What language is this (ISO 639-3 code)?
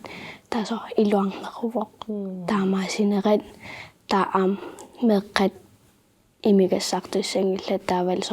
kal